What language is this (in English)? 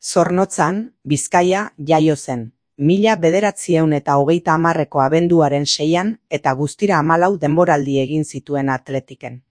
Basque